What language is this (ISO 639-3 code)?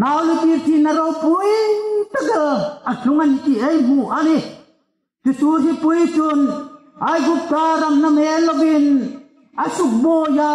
hmr